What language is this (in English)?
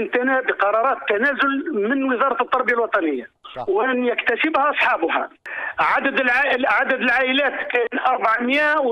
Kabyle